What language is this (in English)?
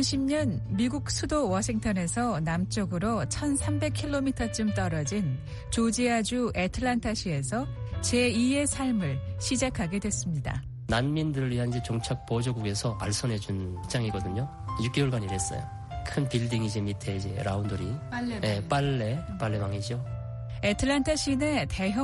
Korean